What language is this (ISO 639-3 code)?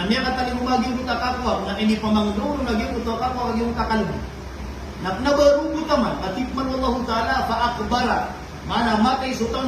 mrw